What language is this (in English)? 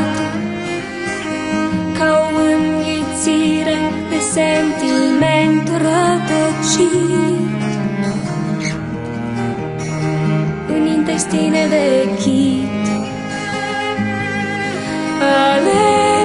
Romanian